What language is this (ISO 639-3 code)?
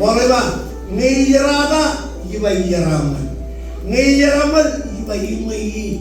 mah